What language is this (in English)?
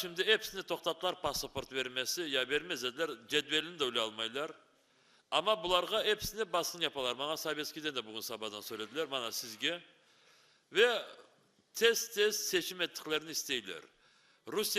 Crimean Tatar